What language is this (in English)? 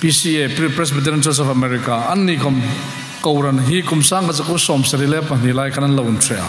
Hmar